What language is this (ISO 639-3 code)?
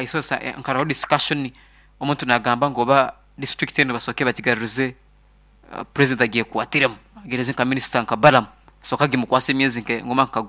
nyn